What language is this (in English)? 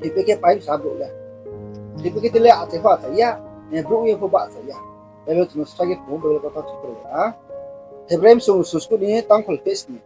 Riang (India)